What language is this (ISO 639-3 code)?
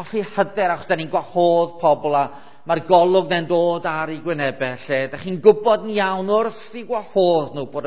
cym